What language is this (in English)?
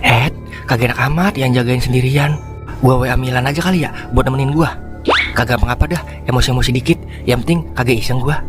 Betawi